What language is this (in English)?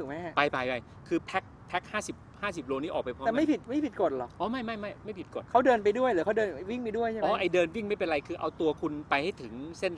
Thai